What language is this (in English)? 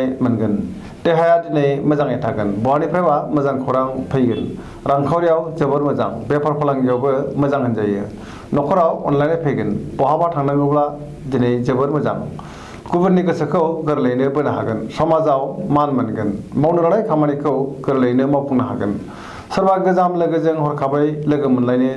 Bodo